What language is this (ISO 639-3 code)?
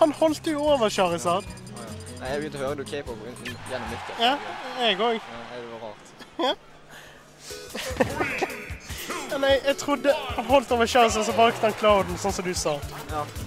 nor